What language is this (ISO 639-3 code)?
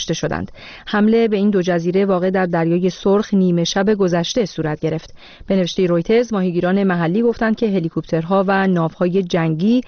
fas